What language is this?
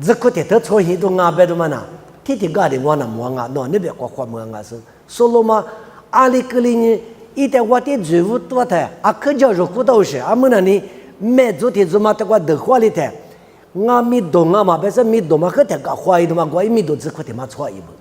Lisu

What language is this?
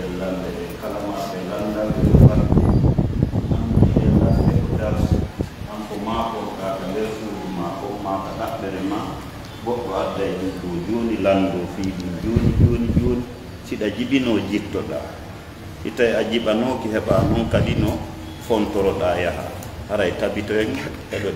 Pular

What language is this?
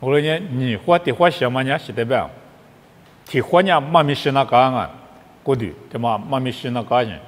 Lisu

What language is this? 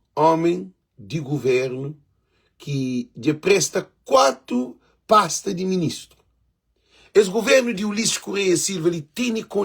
Kabuverdianu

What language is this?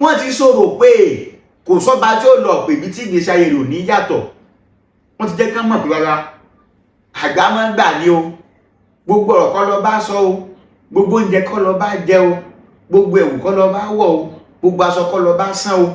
Yoruba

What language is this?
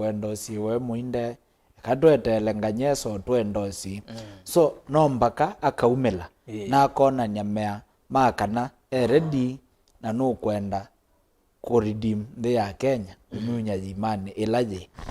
Kamba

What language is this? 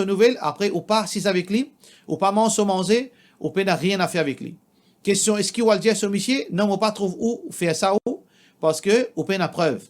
Morisyen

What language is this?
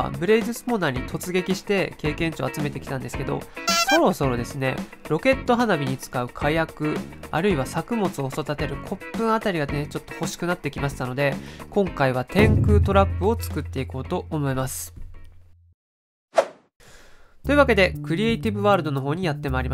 Japanese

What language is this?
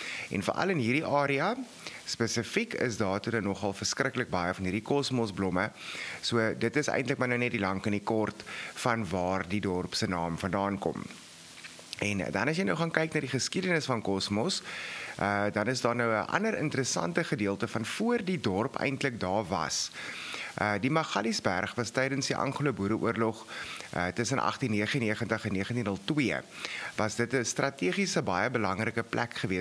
Afrikaans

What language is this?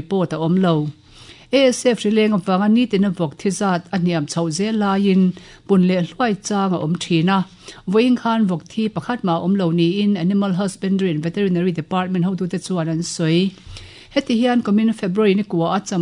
Mizo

